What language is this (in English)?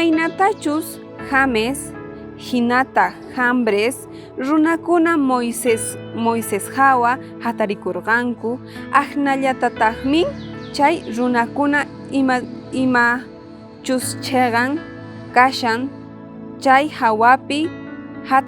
South Bolivian Quechua